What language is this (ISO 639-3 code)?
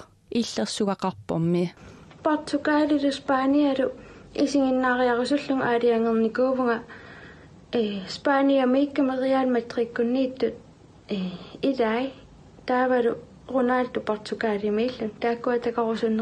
kal